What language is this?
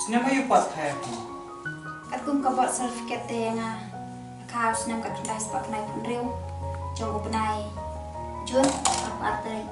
Khasi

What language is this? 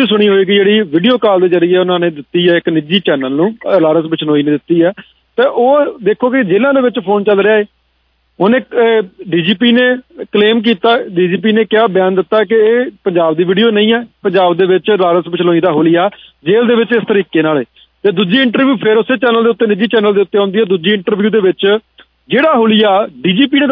Punjabi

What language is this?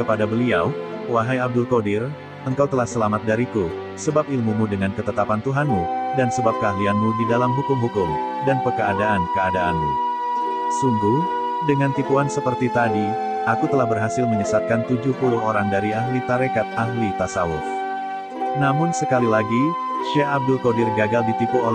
Indonesian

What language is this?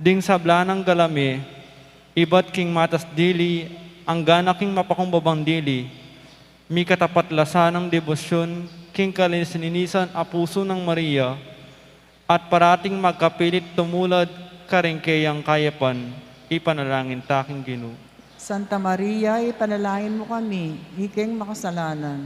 Pampanga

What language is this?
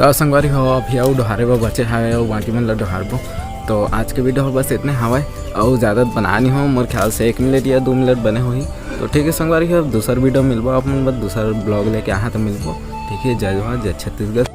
Chhattisgarhi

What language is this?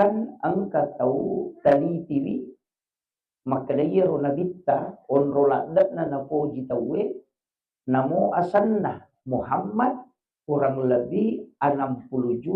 Buginese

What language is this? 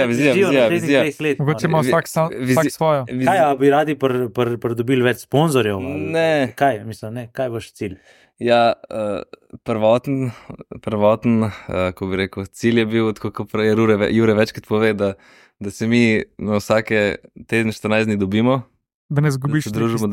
Slovenian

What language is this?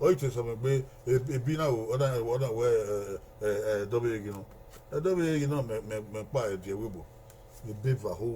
Bini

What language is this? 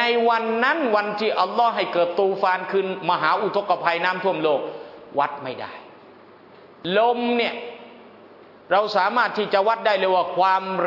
Thai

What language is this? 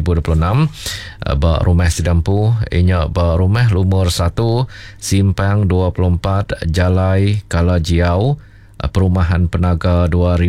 Iban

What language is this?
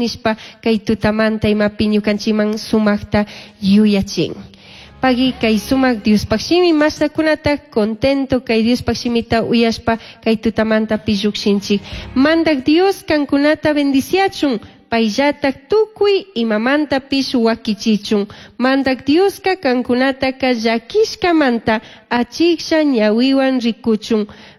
Chimborazo Highland Quichua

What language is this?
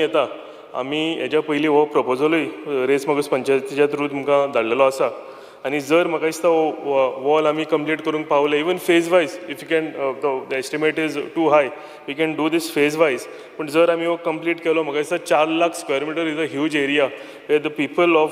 Konkani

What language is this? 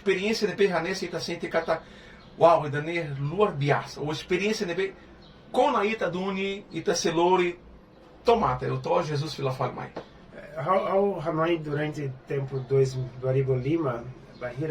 Tetum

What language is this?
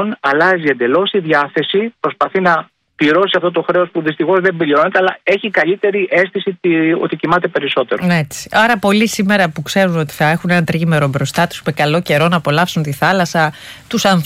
Greek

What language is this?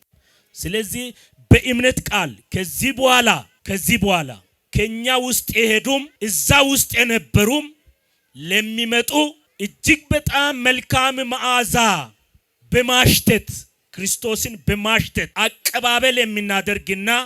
Amharic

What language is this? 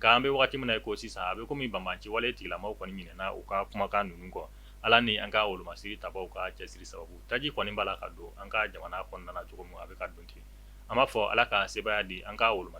Bambara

